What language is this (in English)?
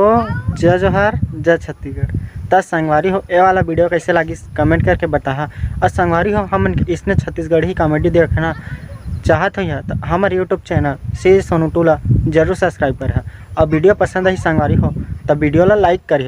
Chhattisgarhi